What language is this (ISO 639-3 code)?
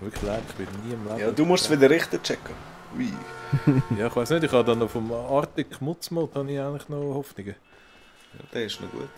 gsw